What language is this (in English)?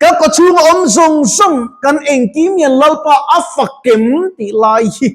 Mizo